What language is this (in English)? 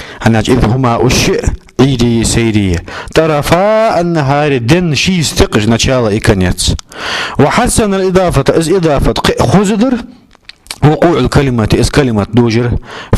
Ingush